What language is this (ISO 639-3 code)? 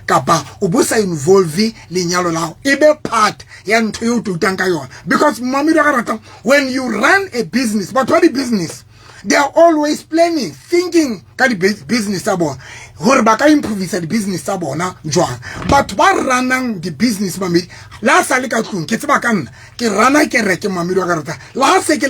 sot